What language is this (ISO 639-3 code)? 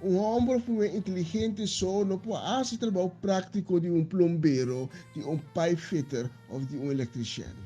pap